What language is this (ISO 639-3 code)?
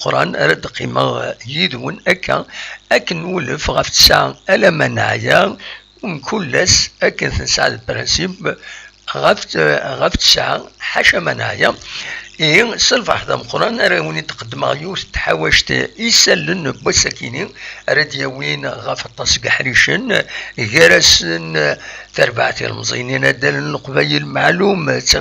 kab